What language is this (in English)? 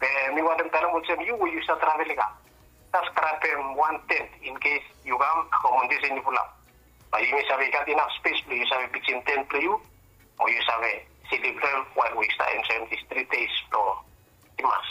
Bislama